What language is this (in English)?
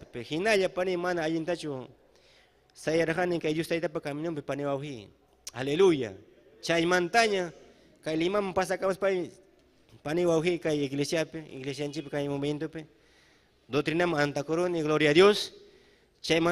Ayacucho Quechua